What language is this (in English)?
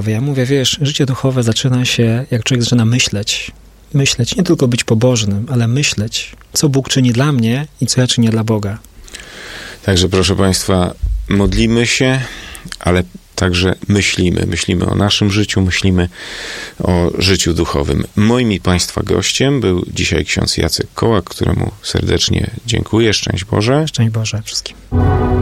Polish